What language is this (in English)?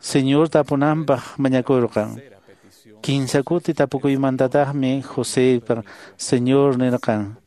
Quechua